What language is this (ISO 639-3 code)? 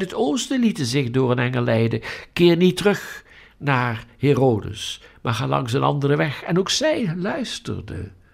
nld